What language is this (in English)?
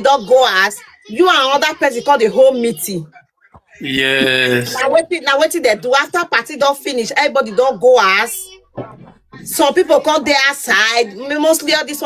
Nigerian Pidgin